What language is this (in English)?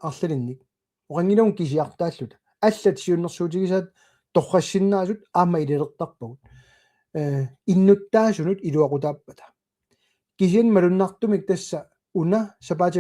Kalaallisut